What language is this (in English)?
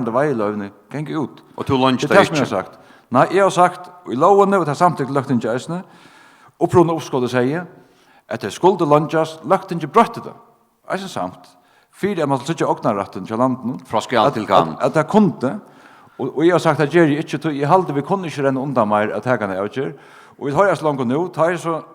Faroese